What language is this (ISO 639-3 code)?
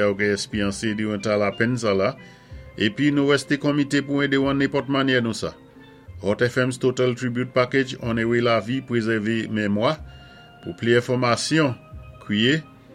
acf